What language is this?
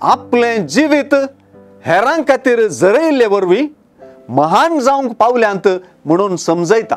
Konkani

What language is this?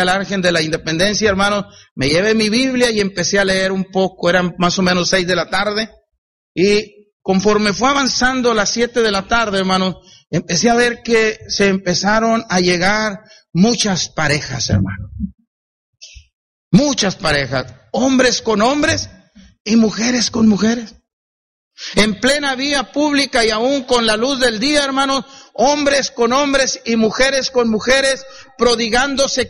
Spanish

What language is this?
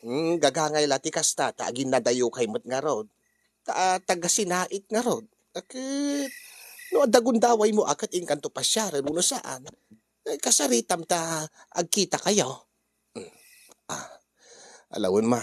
Iloko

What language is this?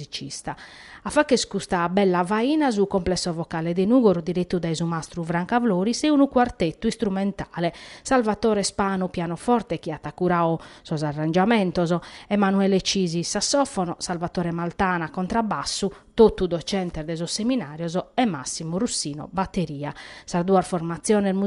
Sardinian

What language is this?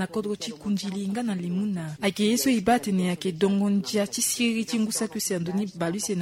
Sango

